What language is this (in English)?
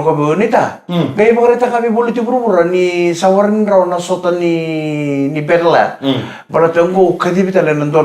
Fijian